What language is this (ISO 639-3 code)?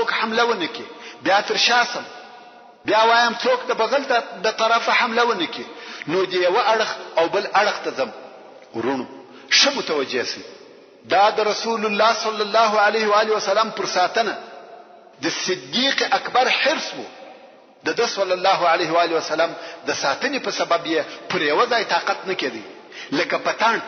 pus